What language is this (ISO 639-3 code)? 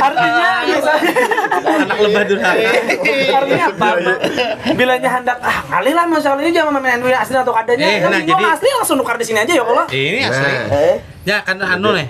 bjn